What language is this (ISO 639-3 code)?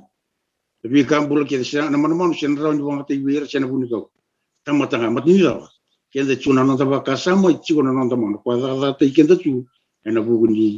fij